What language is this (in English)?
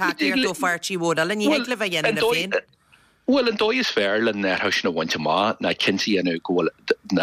Irish